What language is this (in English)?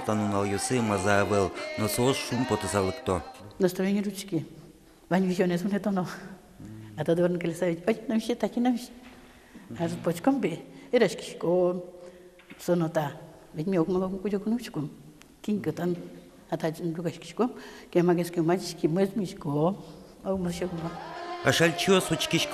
Udmurt